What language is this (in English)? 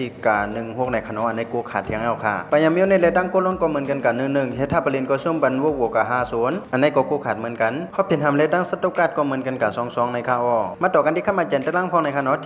Shan